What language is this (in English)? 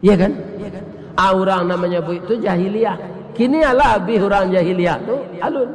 Minangkabau